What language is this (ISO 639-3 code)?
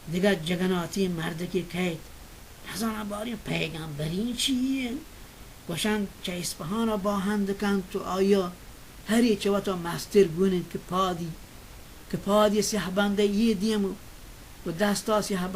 bal